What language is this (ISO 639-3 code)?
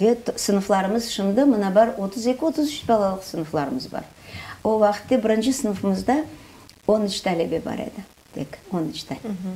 crh